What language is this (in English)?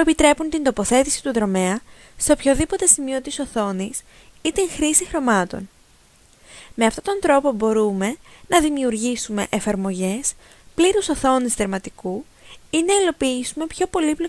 Greek